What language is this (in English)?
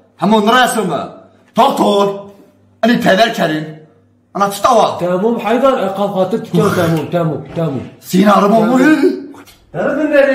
Zaza